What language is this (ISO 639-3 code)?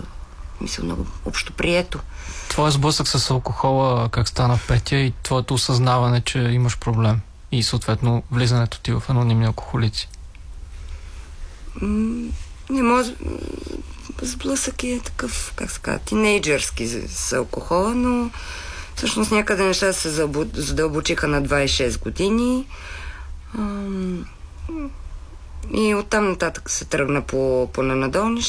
bul